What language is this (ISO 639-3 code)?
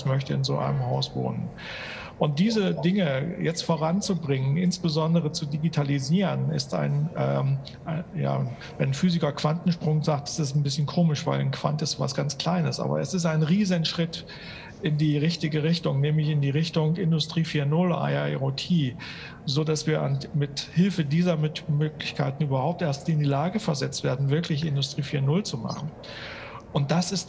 deu